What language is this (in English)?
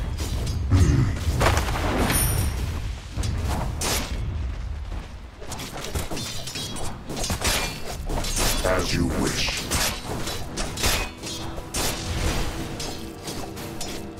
English